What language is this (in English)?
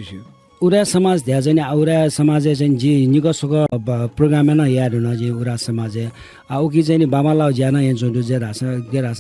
Newari